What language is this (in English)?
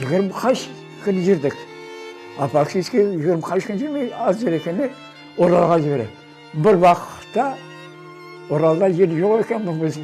Crimean Tatar